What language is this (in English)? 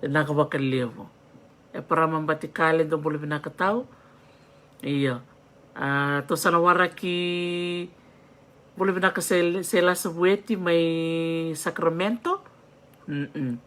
Fijian